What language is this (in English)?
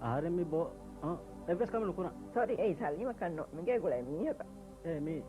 Divehi